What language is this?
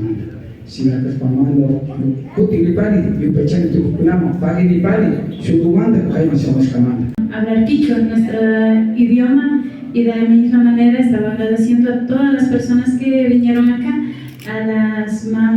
Imbabura Highland Quichua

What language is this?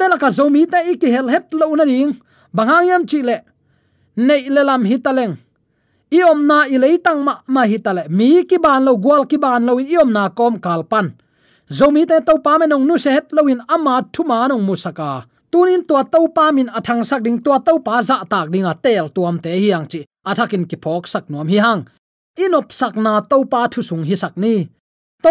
Tedim Chin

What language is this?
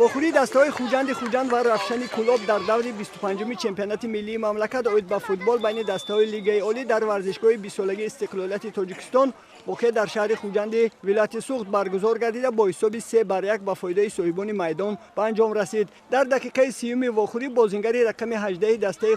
Tajik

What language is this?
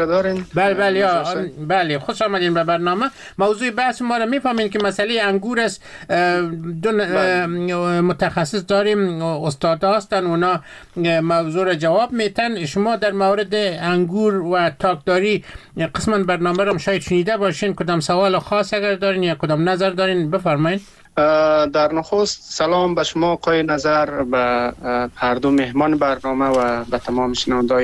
Persian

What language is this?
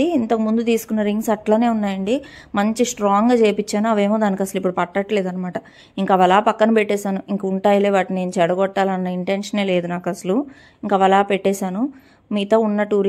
Telugu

